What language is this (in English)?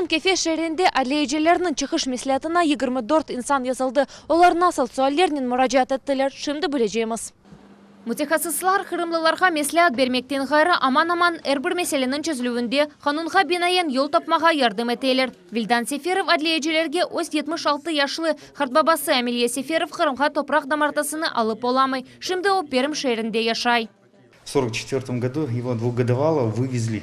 Crimean Tatar